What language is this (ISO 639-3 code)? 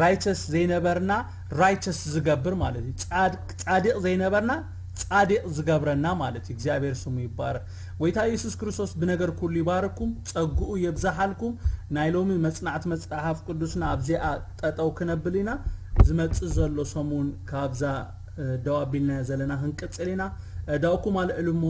tir